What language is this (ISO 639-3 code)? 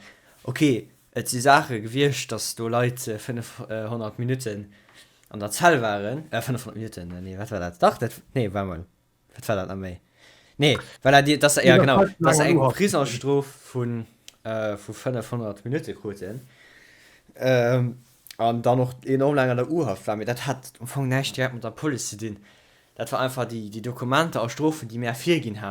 ltz